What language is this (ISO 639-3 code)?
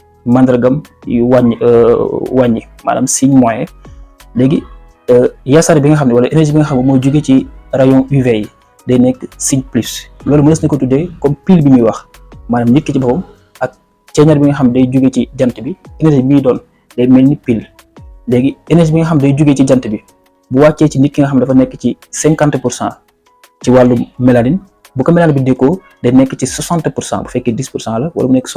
wol